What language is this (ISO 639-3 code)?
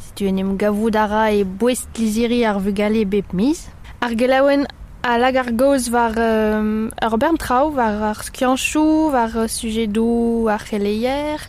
bre